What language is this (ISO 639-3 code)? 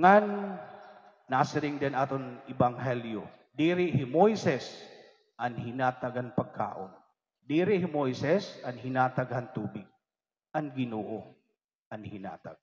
war